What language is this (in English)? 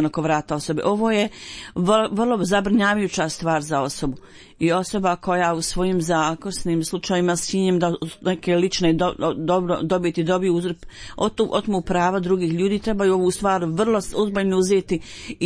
Bosnian